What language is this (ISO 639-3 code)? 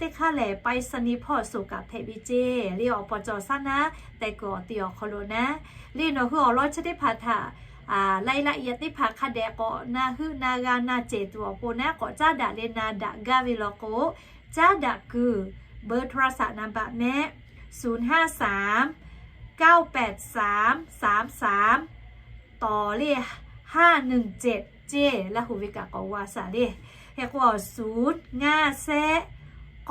lhu